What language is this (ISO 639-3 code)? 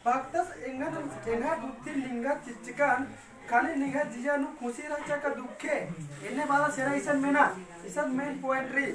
kru